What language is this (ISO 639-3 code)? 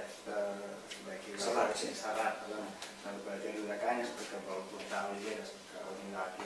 cat